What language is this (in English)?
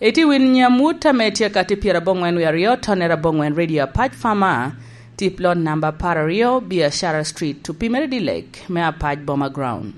Lango (Uganda)